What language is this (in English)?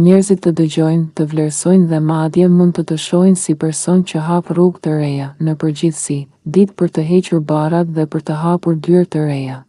Albanian